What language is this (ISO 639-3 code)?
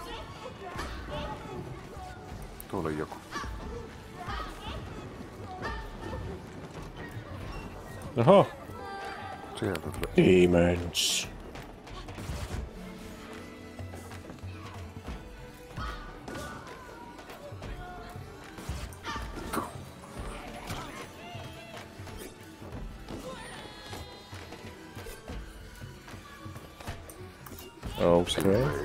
fin